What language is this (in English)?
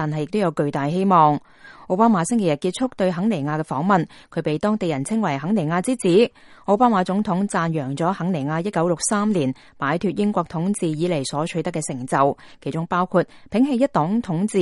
Cantonese